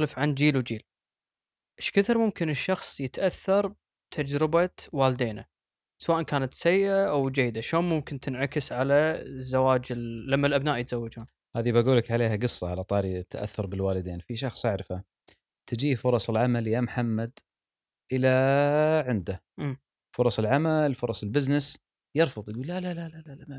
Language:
Gulf Arabic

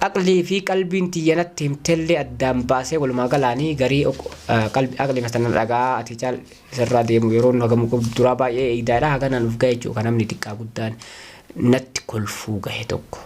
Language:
Oromo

